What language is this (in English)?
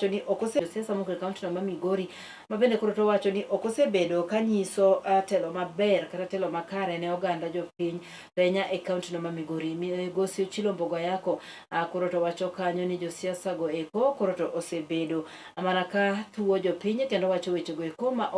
Luo (Kenya and Tanzania)